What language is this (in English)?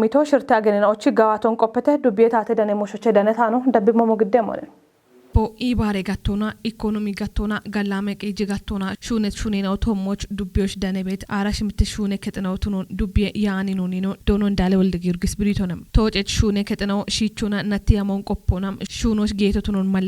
Kafa